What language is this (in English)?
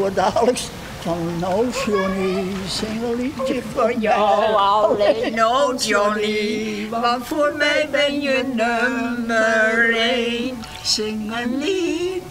Western Frisian